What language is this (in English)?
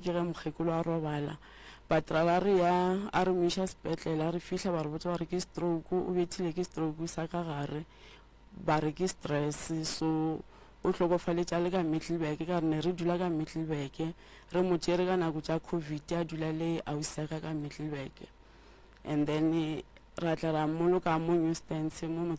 Northern Sotho